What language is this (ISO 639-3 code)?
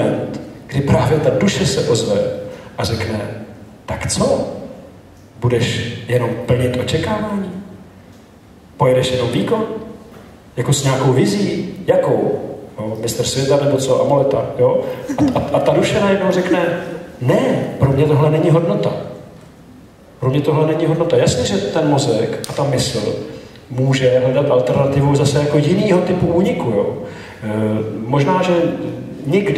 ces